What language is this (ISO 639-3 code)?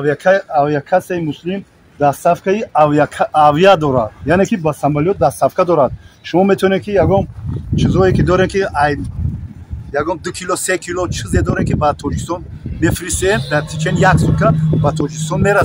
tgk